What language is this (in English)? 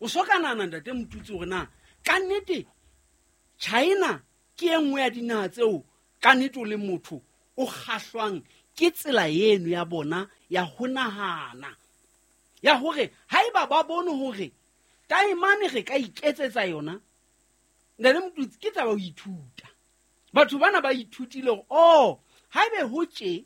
Southern Sotho